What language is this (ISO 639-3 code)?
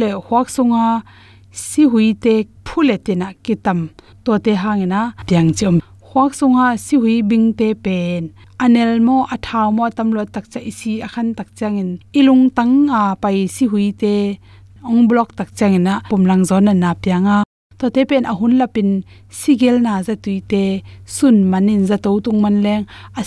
ctd